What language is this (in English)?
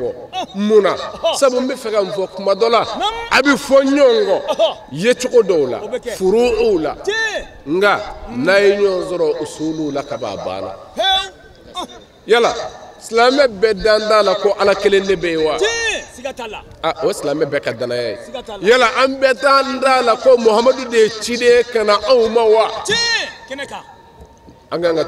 Bambara